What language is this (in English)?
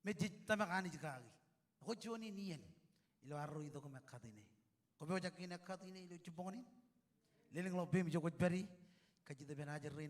Marshallese